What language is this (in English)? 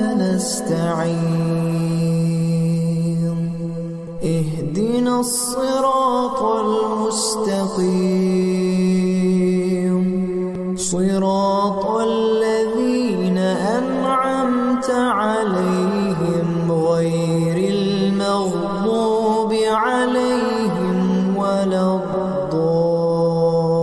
Arabic